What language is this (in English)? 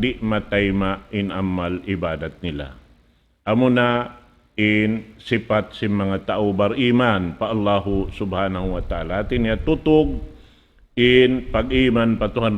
Tausug